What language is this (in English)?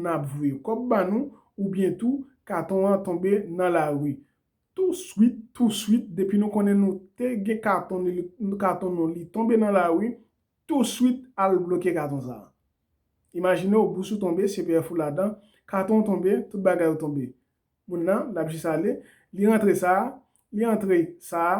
Haitian Creole